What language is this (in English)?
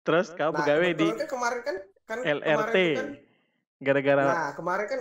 Musi